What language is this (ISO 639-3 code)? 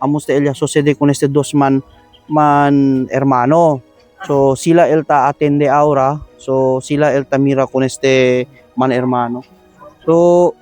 cbk